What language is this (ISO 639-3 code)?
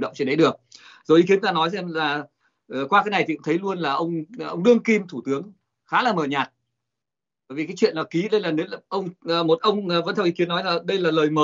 vie